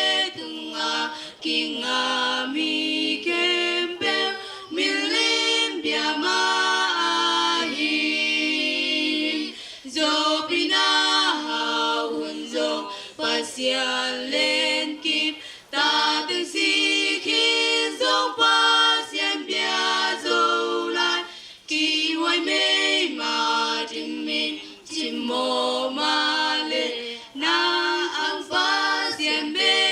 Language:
Tedim Chin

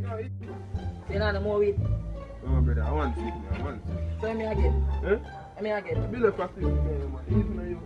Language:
Jamaican Creole English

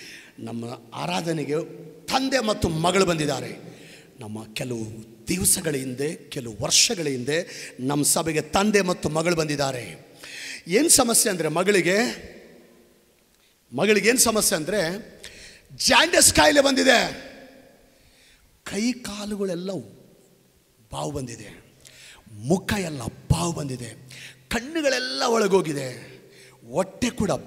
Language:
Kannada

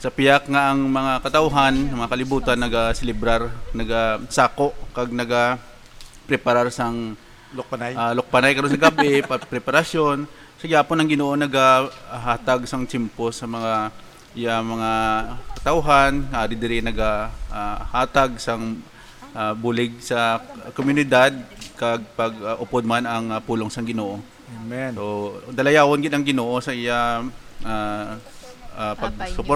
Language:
Hiligaynon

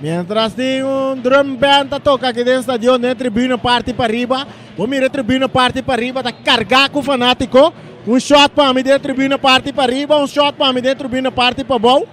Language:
Papiamento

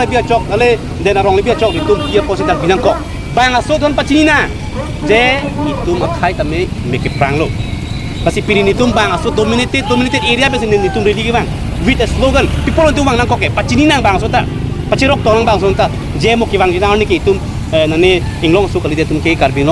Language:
Karbi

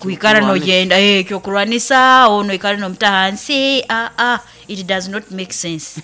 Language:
Nyoro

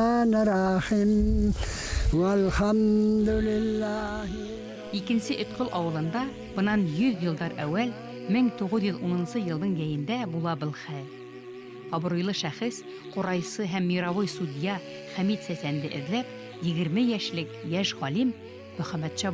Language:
Bashkir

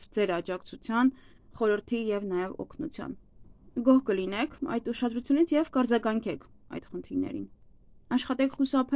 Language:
Armenian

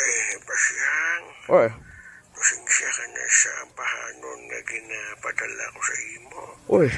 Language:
Hiligaynon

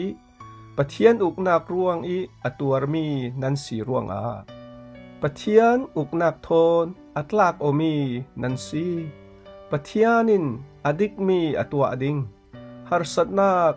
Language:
Falam Chin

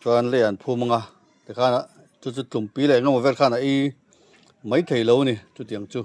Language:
Mizo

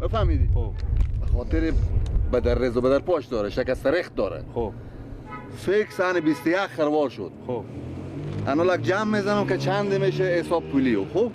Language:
Persian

